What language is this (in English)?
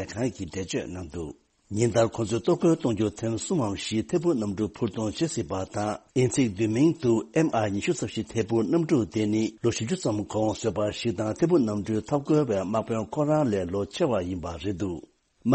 Tibetan